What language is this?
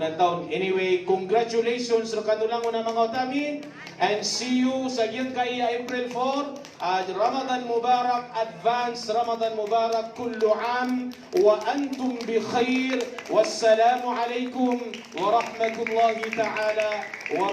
Maranao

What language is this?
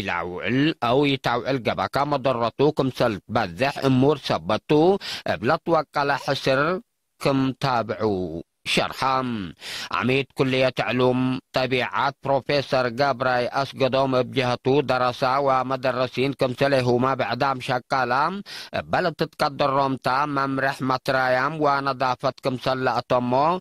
Tigre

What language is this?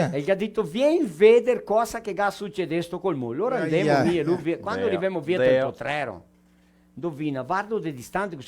Venetian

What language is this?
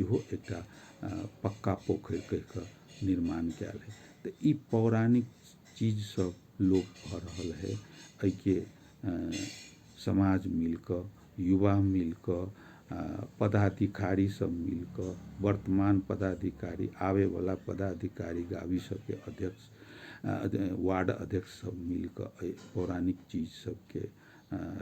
Maithili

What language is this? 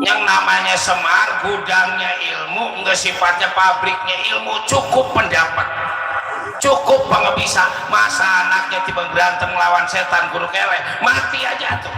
Betawi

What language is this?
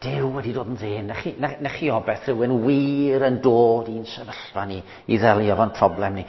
Welsh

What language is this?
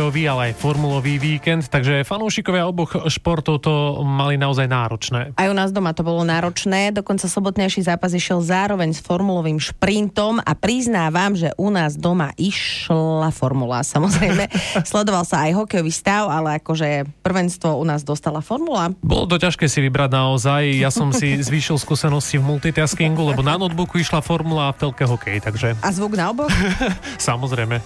Slovak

